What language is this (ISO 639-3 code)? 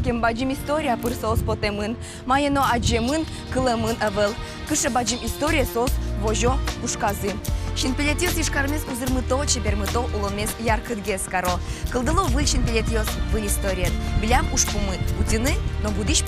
udm